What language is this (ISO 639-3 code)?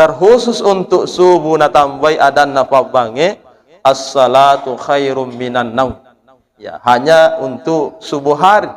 bug